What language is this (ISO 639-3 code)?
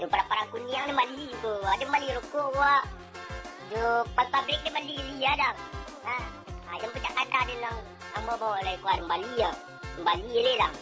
min